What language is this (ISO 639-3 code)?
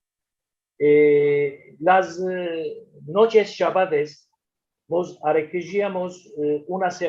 lad